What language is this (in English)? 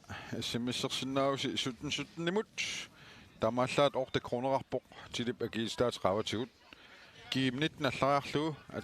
Kalaallisut